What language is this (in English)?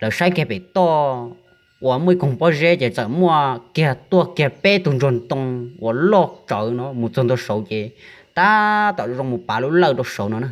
Hmong